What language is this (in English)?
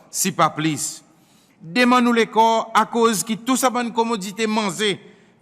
Seselwa Creole French